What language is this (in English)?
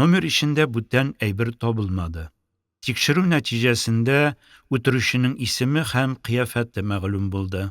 Tatar